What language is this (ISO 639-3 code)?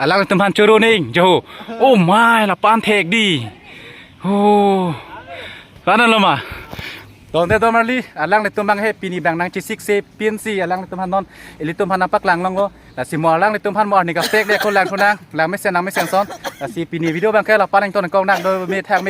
mjw